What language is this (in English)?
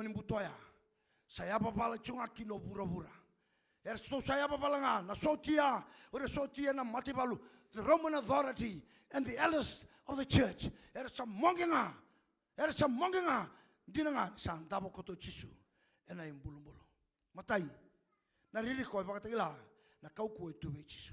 Fijian